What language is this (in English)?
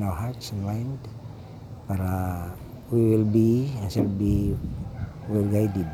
Cebuano